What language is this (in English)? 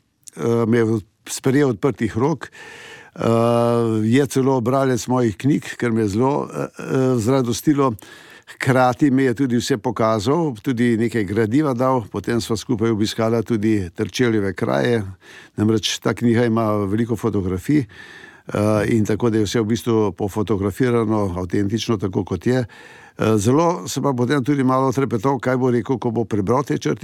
Slovenian